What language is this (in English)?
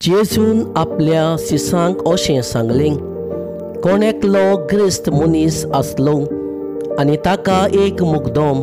Konkani